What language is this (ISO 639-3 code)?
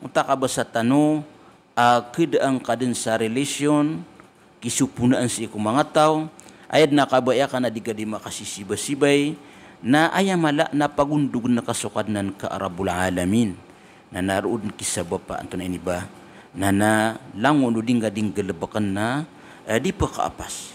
mrw